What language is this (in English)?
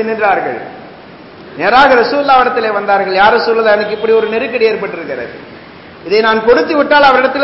Tamil